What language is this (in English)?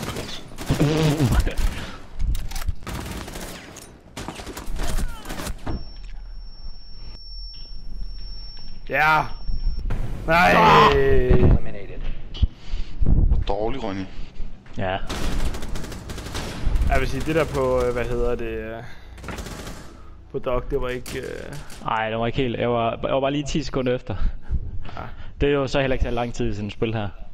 Danish